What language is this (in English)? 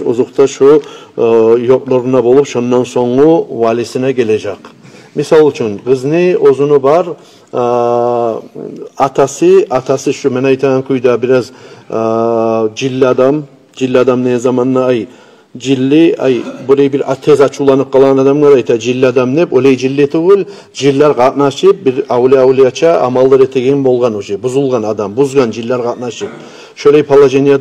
Kumyk